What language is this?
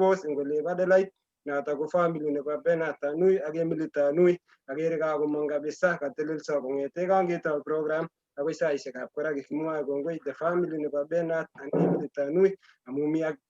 Kalenjin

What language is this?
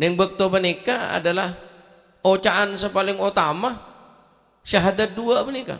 Madurese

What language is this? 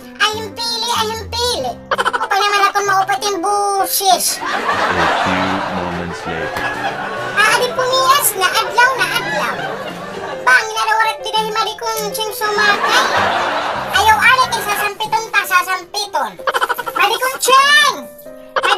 Waray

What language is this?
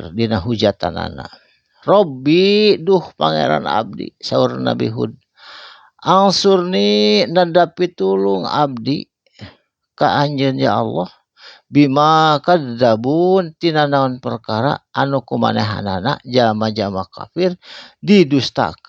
Sundanese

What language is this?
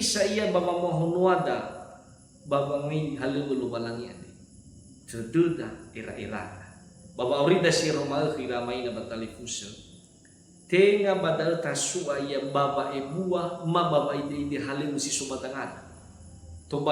Nias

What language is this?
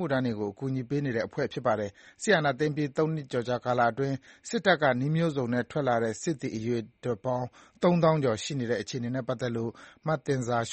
Burmese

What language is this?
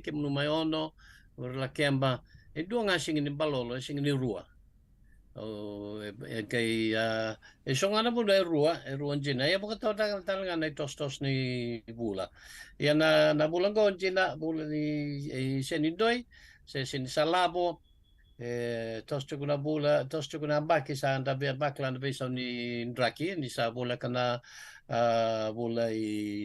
Fijian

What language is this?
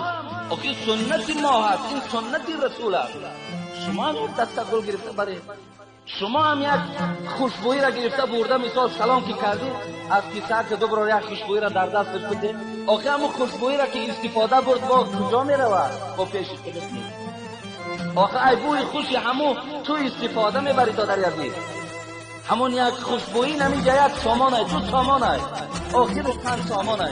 Tajik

